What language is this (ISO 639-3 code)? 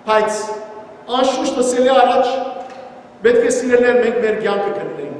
hyw